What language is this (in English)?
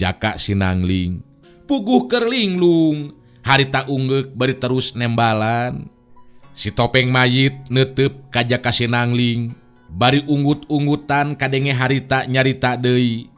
Sundanese